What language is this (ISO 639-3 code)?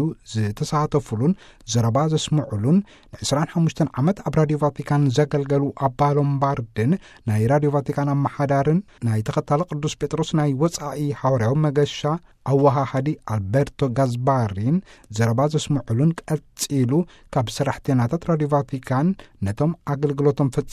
tir